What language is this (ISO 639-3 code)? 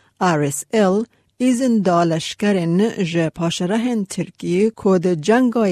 kur